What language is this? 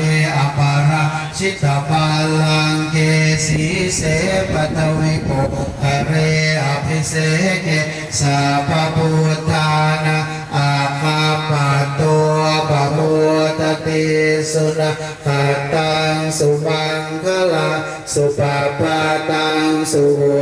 Pali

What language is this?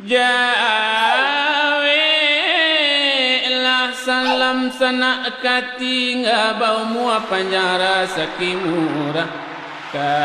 Minangkabau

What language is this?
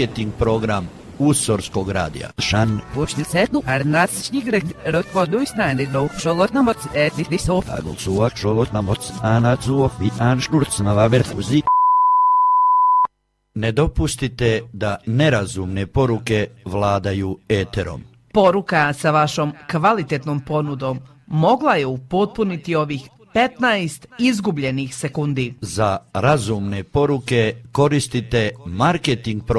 Croatian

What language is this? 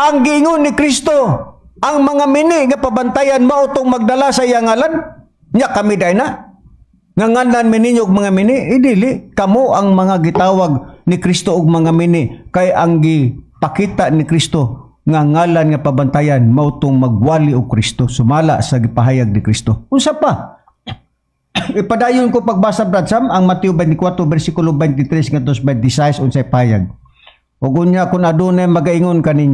Cebuano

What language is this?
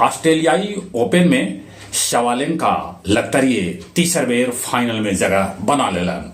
Magahi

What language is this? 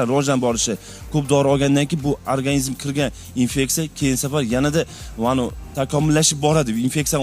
Uzbek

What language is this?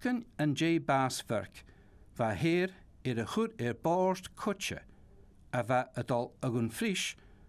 Scottish Gaelic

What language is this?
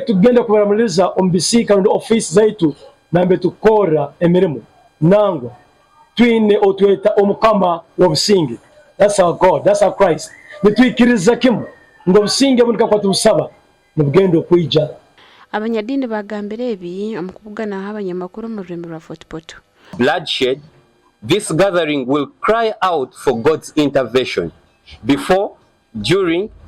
Nyankole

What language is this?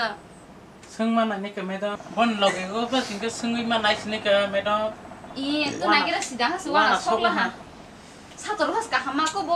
Kok Borok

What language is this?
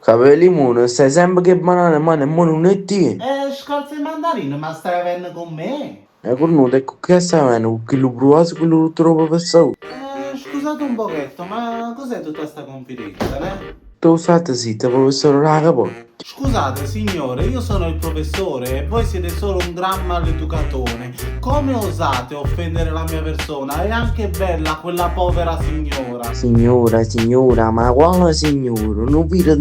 Neapolitan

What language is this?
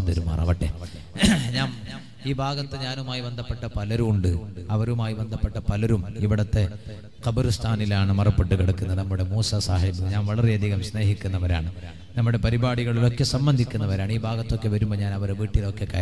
Malayalam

